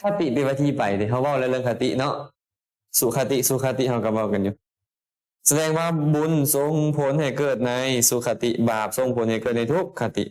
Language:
Lao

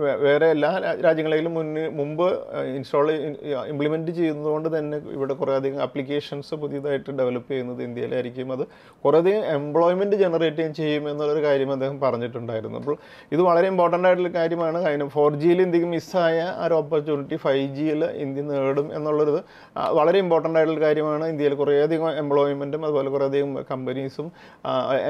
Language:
Malayalam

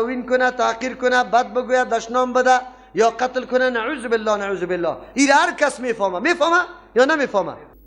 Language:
Persian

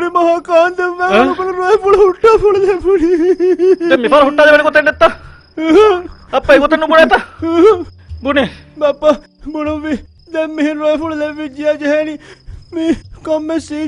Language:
Divehi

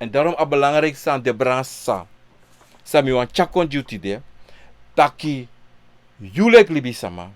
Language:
Sranan Tongo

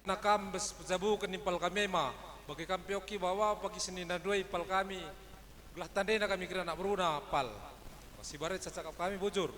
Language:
Batak Karo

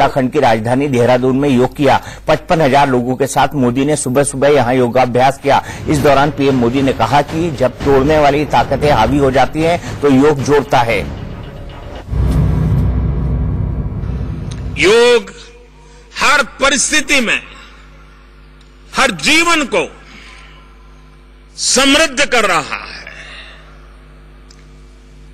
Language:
Hindi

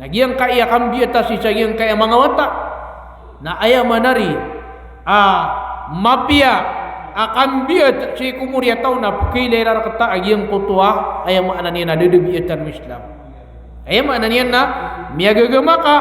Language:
Maranao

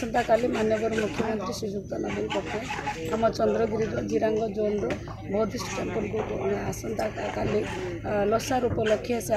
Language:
Odia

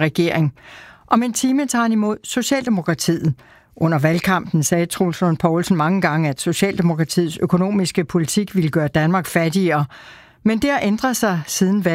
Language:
Danish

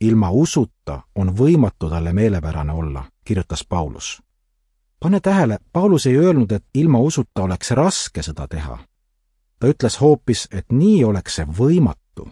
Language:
Estonian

